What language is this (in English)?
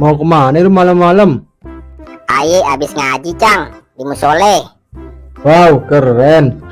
Betawi